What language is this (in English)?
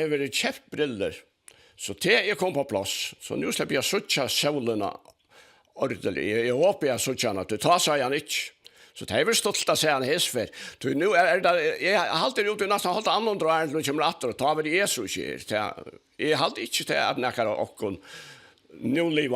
Faroese